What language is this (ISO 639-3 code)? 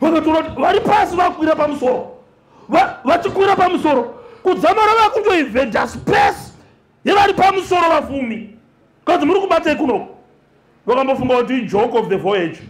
sna